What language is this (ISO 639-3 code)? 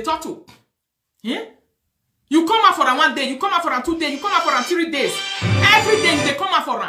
pcm